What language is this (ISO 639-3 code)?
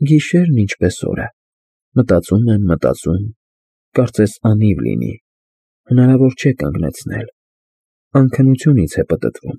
hye